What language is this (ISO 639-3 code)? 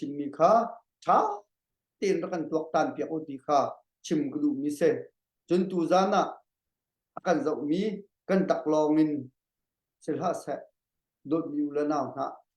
cnh